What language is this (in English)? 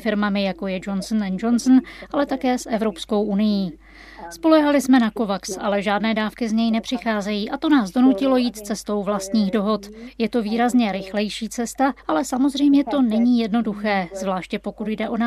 Czech